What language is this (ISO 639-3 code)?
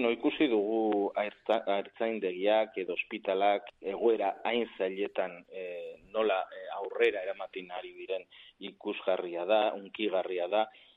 eus